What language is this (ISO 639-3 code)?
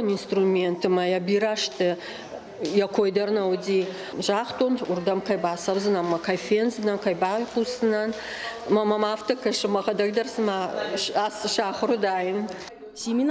oss